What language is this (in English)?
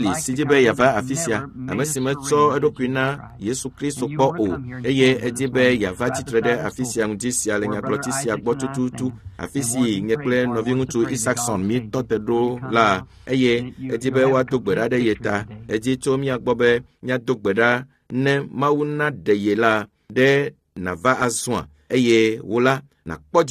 Ewe